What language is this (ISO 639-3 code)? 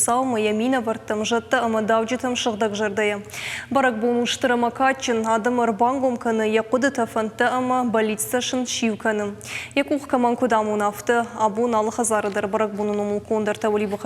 oss